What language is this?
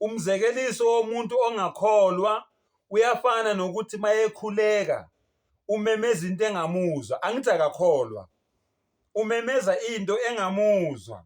Zulu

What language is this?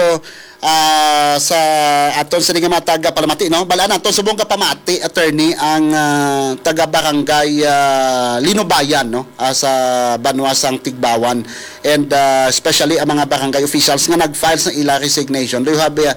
Hiligaynon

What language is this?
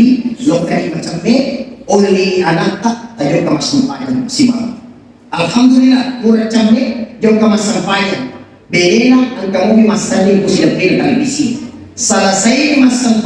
Buginese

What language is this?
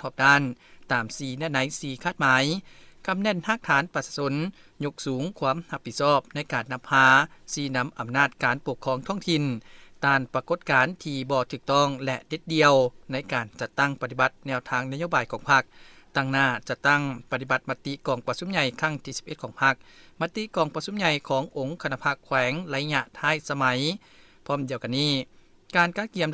Lao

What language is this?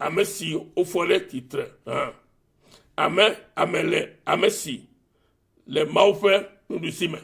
Ewe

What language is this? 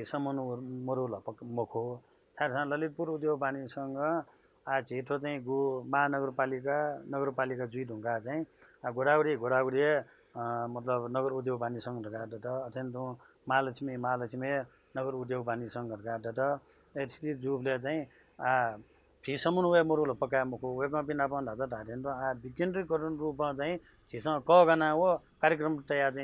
Newari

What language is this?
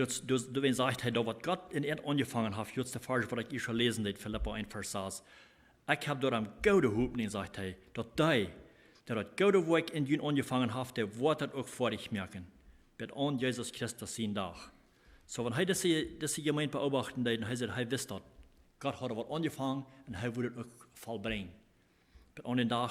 Plautdietsch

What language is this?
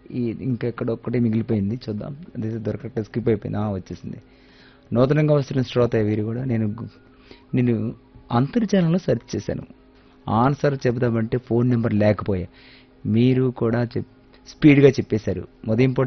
Telugu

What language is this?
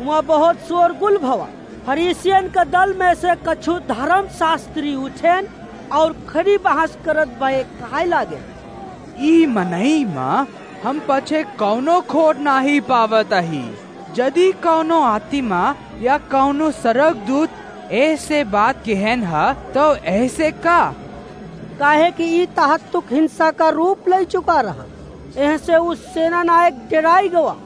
Awadhi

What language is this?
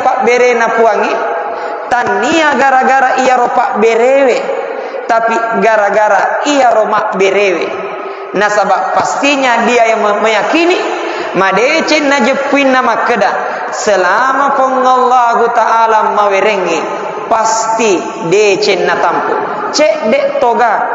Buginese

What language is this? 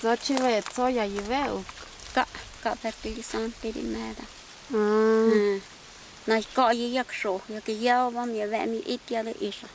Totontepec Mixe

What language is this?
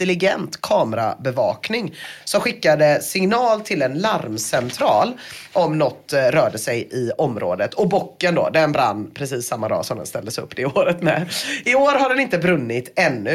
Swedish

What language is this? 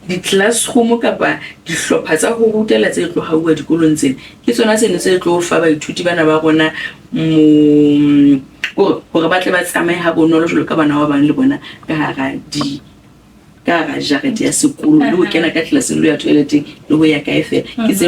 Southern Sotho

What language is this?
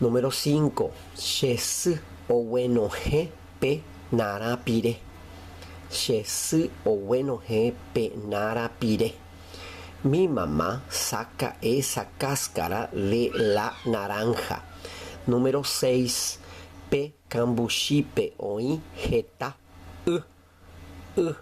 Guarani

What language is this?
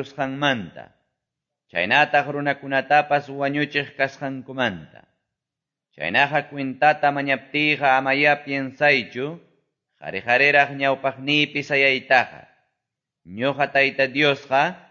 Quechua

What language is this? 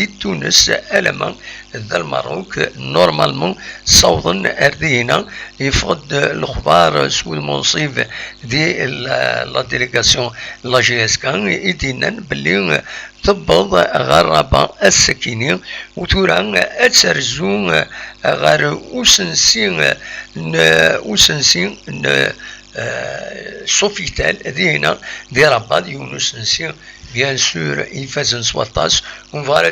Kabyle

